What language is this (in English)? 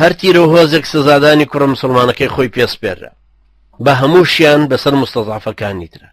Central Kurdish